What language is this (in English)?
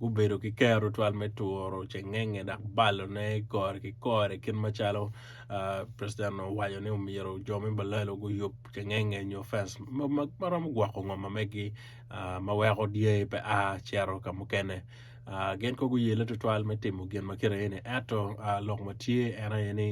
Acoli